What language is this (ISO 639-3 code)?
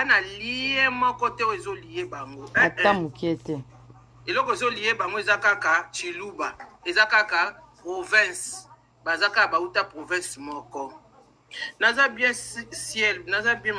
lin